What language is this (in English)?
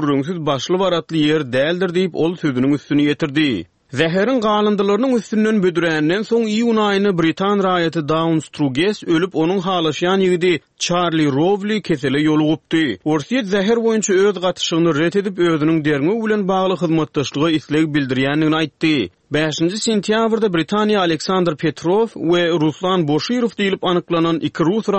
Turkmen